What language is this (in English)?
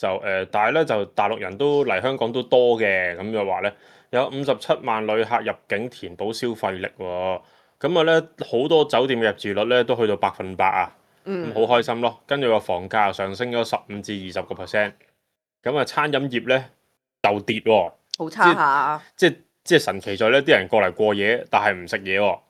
Cantonese